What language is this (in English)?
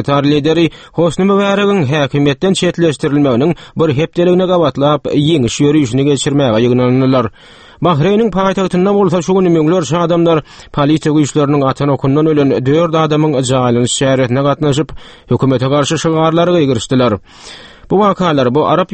Turkmen